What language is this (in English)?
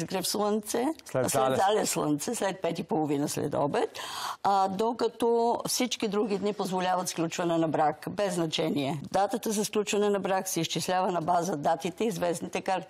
Bulgarian